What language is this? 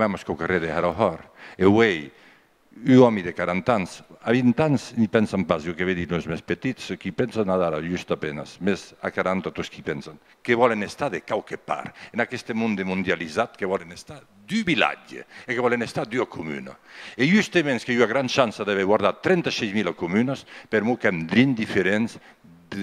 Occitan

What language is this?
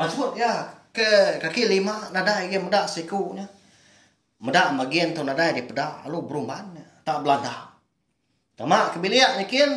Iban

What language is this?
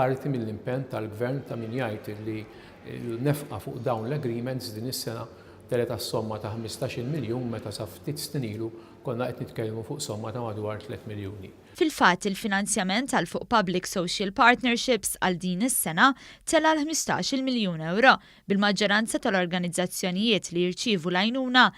Maltese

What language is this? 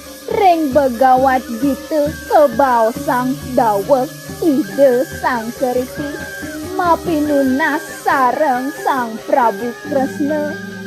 Balinese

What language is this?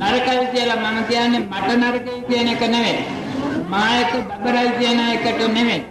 Sinhala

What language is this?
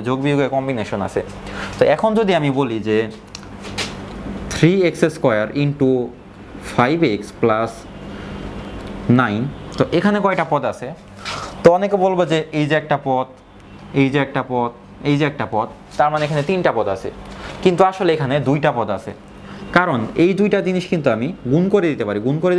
Bangla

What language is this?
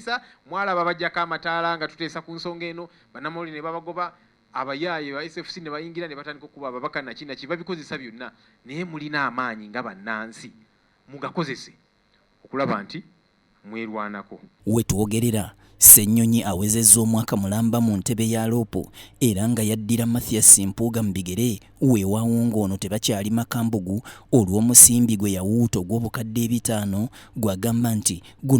Ganda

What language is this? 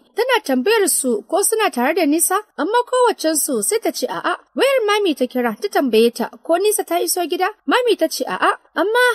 Hausa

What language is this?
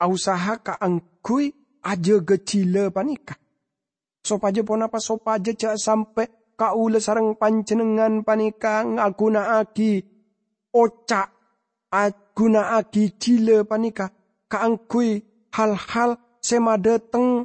Madurese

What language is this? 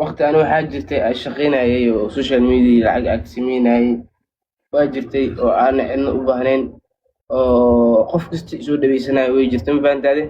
Somali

